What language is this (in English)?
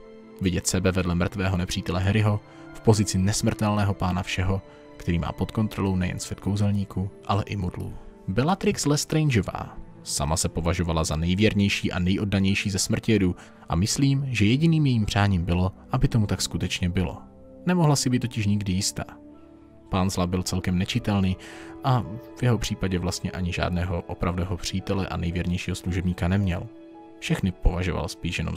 Czech